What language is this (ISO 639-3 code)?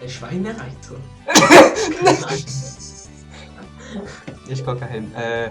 gsw